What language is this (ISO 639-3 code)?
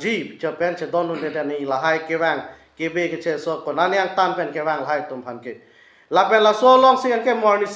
mjw